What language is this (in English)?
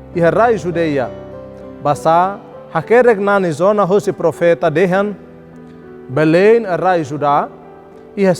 Tetum